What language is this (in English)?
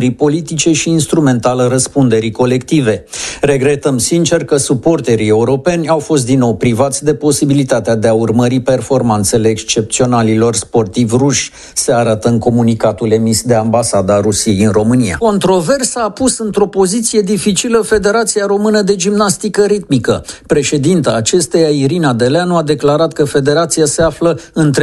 Romanian